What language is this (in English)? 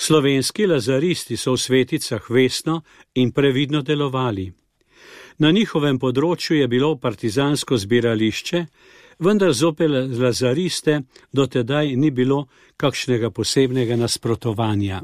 Slovenian